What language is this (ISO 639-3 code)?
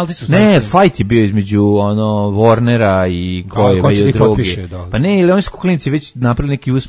srp